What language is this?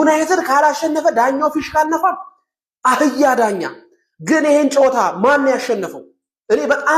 Amharic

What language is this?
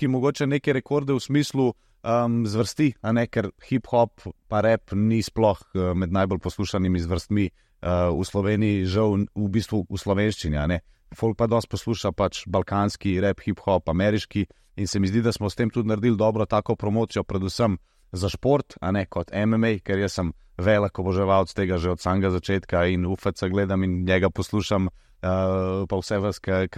Slovenian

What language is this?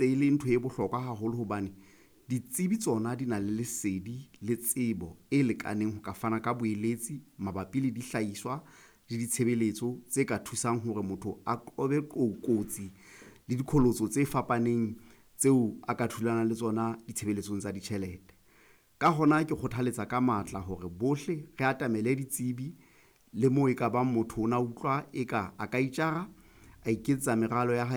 Southern Sotho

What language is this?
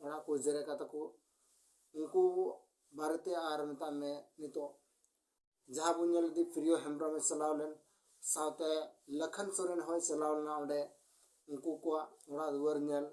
Santali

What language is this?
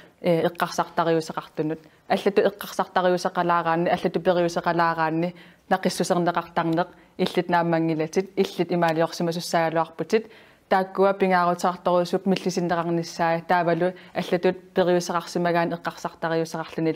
Kalaallisut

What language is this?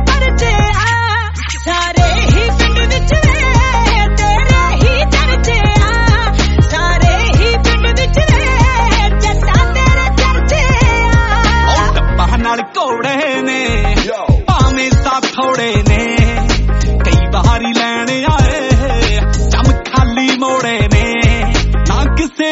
Punjabi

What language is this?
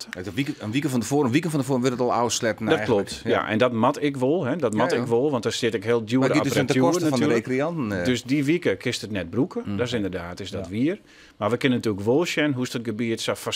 Western Frisian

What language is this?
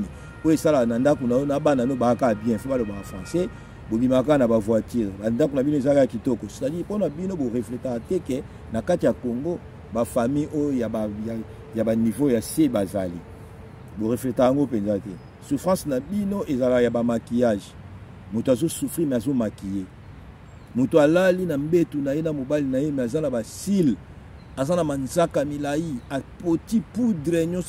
Lingala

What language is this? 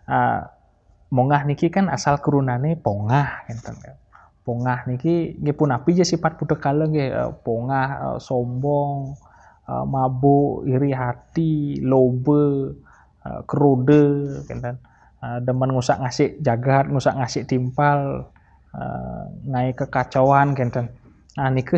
Balinese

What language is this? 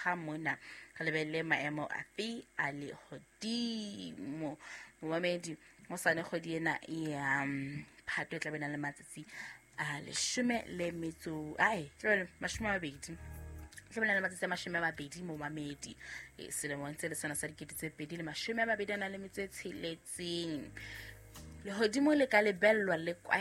Southern Sotho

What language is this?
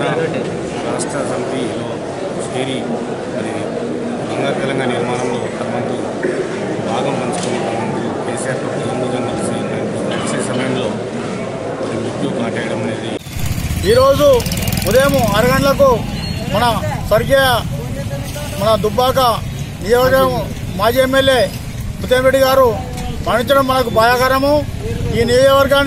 Telugu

